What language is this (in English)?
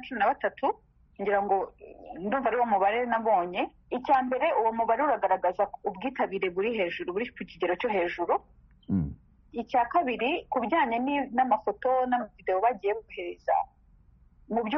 Kinyarwanda